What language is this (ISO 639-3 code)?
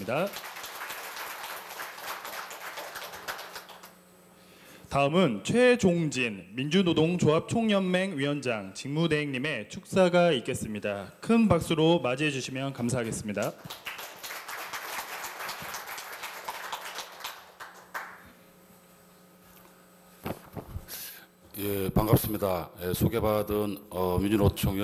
kor